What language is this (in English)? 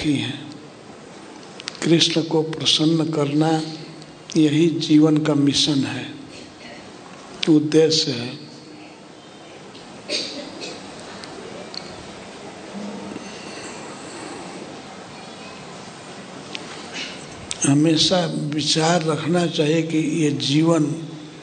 Hindi